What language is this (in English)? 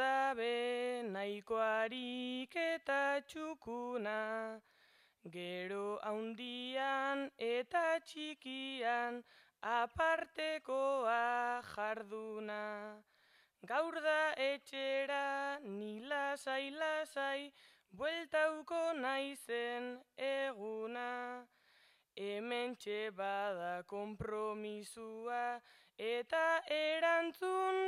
Basque